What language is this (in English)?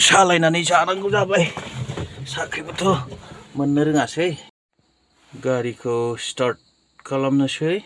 Bodo